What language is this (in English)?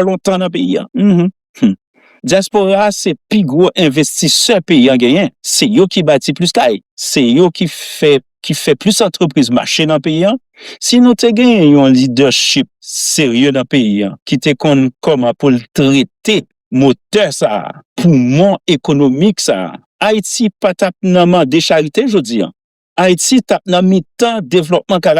Haitian Creole